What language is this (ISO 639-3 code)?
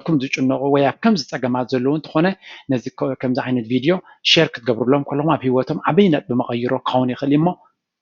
tir